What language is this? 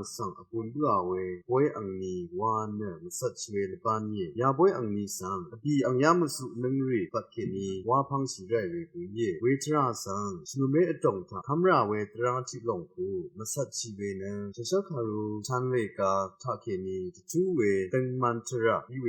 Rawang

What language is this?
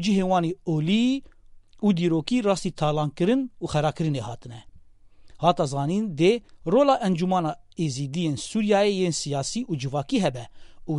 Kurdish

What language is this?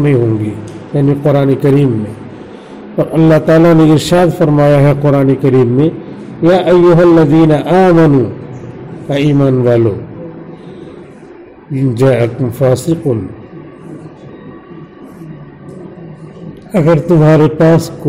Urdu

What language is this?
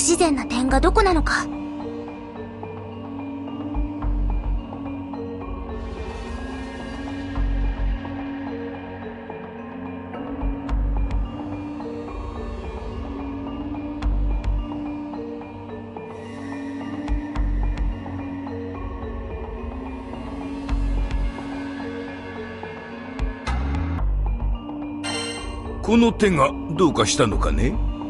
Japanese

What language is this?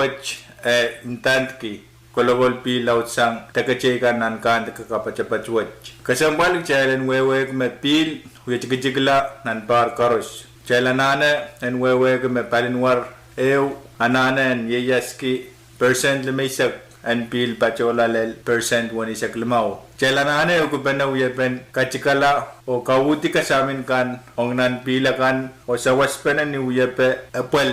Pohnpeian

